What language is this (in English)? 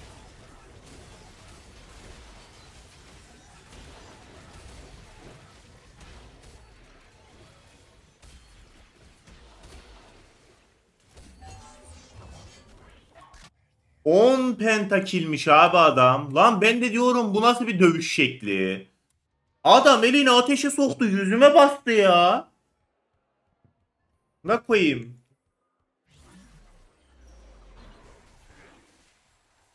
Turkish